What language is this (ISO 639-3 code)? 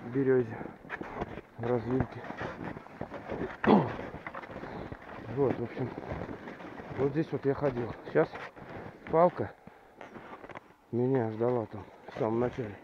rus